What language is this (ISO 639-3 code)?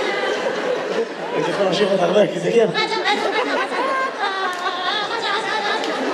heb